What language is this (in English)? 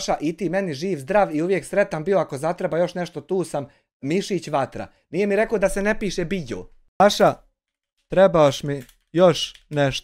Bosnian